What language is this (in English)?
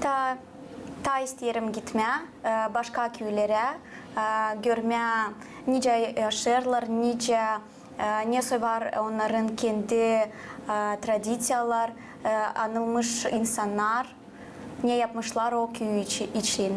Gagauz